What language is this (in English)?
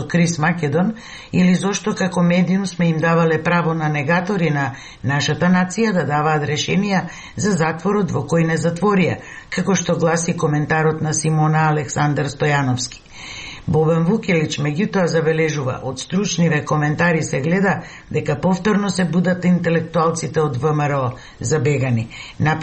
Macedonian